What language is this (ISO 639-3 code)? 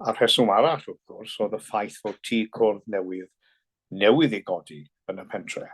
cym